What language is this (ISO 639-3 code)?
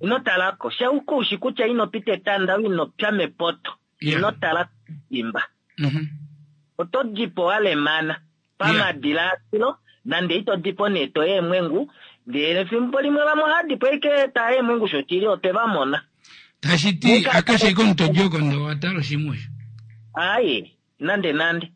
kua